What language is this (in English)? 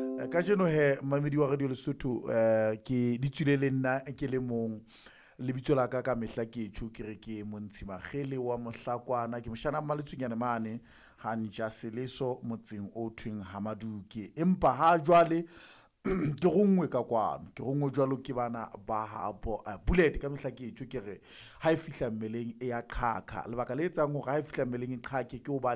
Southern Sotho